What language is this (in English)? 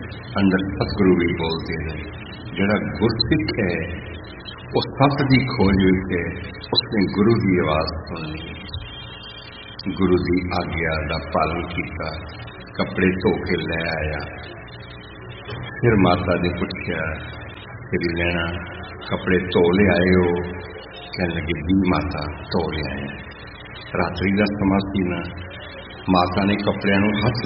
Punjabi